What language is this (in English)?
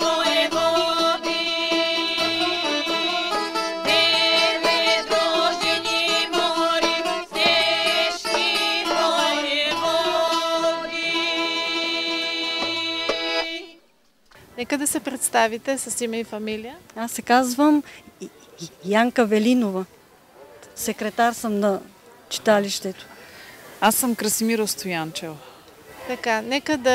Bulgarian